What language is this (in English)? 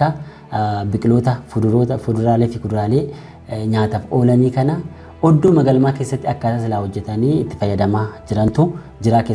Oromo